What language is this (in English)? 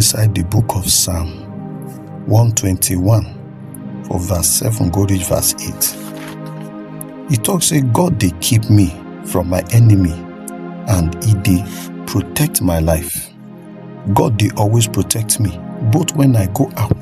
Nigerian Pidgin